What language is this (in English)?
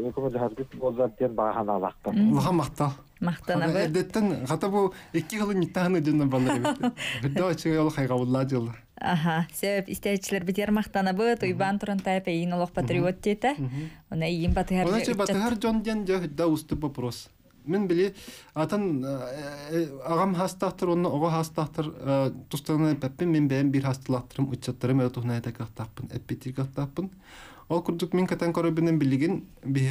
Yakut